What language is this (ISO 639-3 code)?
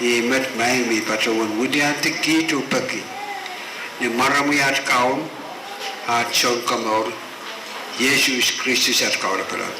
pon